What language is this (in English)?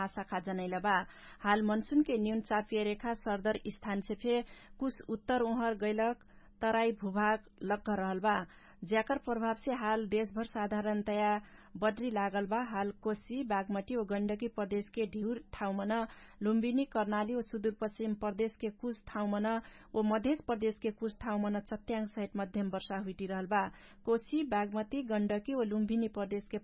Dangaura Tharu